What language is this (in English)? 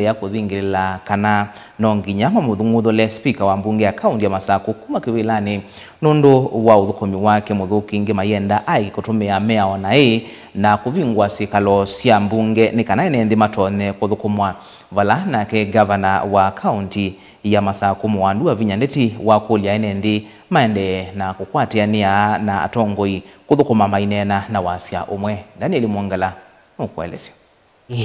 Kamba